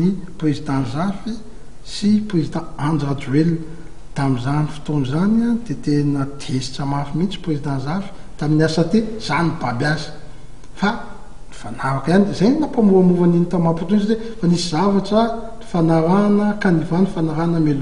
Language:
Malagasy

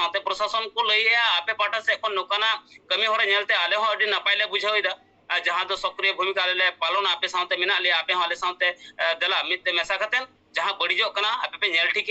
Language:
Santali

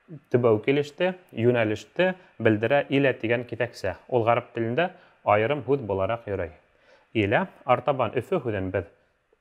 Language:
Bashkir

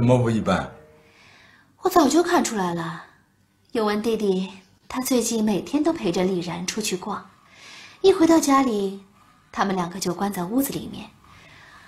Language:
Chinese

